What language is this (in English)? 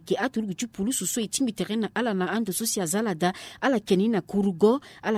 Sango